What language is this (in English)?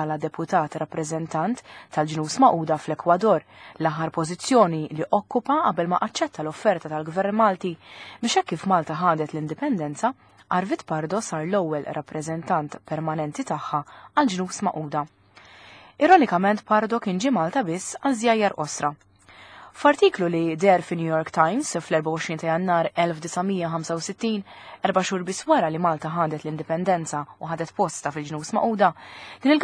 Maltese